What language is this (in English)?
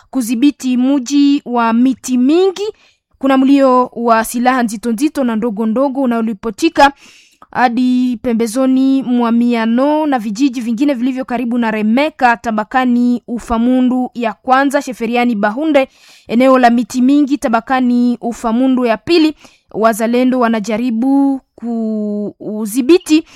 Swahili